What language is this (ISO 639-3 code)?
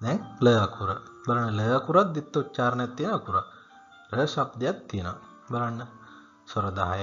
sin